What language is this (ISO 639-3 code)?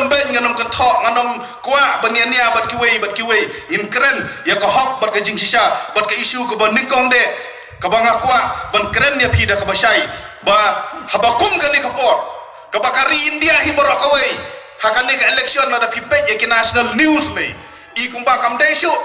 kha